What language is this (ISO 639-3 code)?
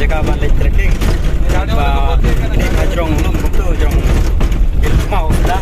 kha